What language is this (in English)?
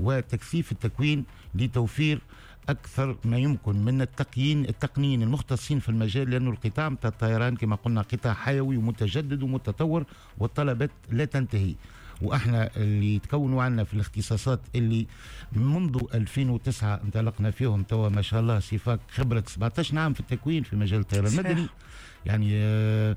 Tunisian Arabic